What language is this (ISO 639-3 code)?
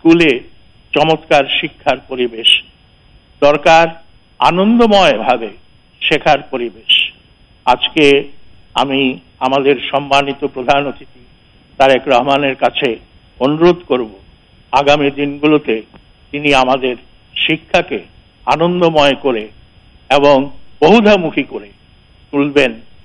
ben